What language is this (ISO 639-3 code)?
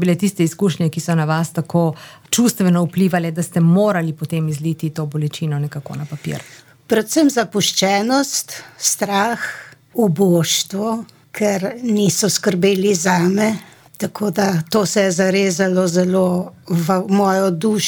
slv